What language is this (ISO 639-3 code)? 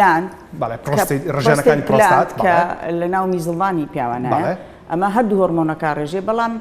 ckb